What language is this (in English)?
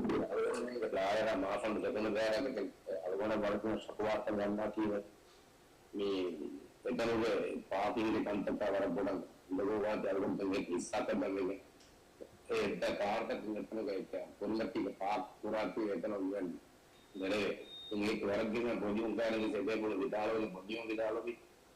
Divehi